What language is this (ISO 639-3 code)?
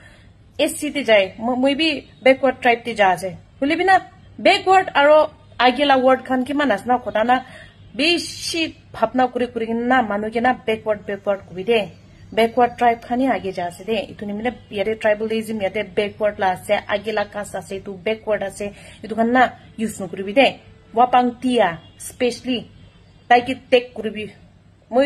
nag